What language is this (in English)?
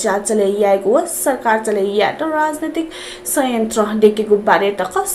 Newari